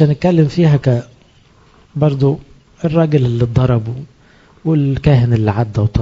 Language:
Egyptian Arabic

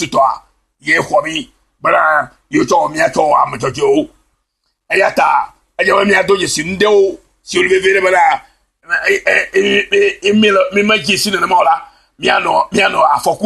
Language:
Ewe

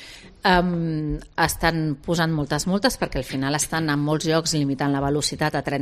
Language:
Catalan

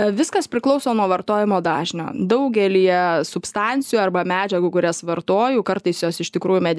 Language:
Lithuanian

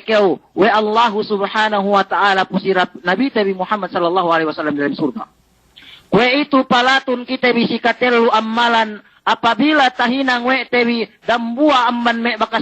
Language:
Yakan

